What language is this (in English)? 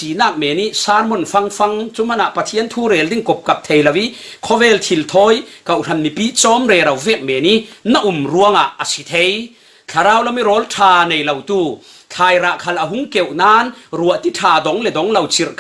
Falam Chin